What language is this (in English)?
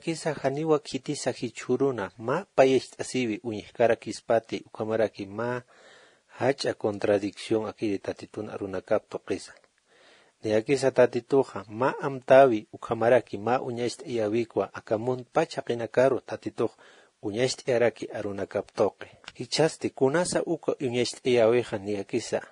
Aymara